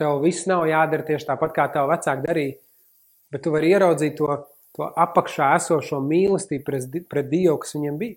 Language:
Latvian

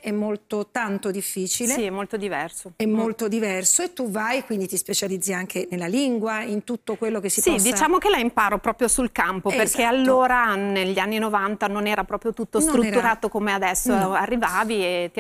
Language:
Italian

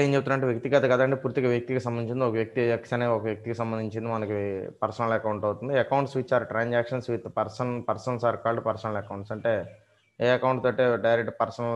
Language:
Telugu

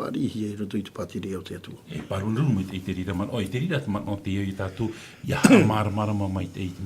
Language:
Tahitian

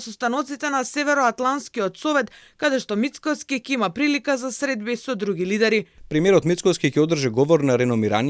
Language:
Macedonian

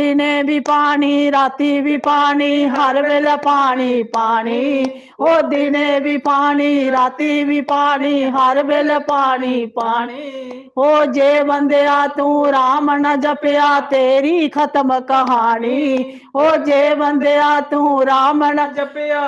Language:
Dogri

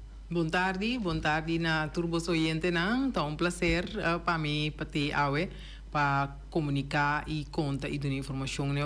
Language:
Papiamento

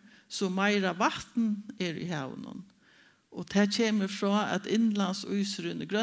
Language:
Faroese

